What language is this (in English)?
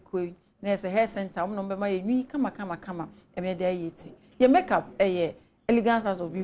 Akan